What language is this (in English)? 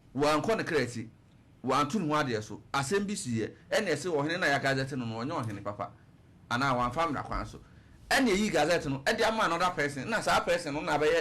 Akan